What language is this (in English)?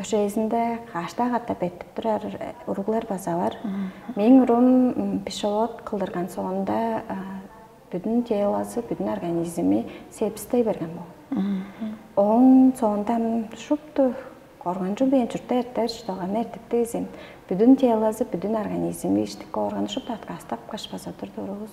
Tuvinian